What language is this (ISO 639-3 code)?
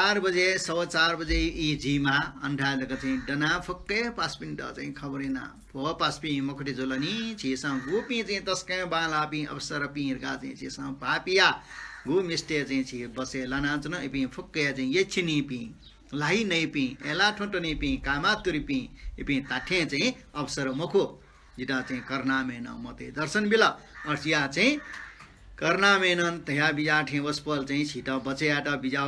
new